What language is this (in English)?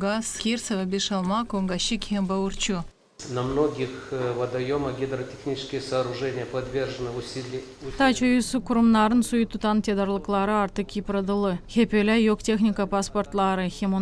Gagauz